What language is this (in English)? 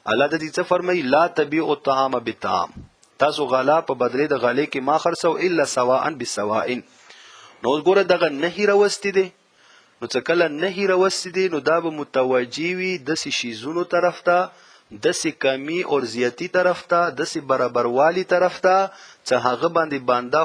Pashto